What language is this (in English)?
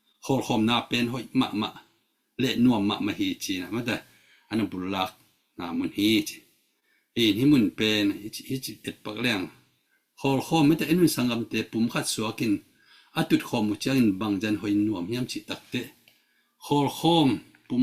Tedim Chin